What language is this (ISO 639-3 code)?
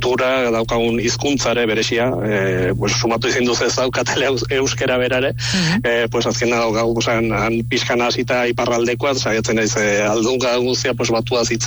eus